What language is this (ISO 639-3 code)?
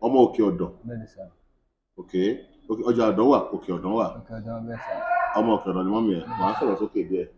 yor